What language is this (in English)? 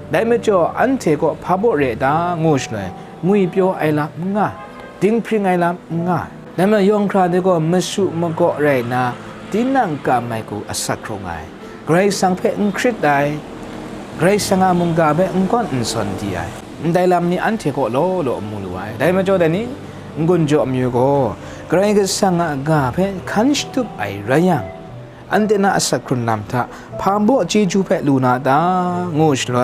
Kachin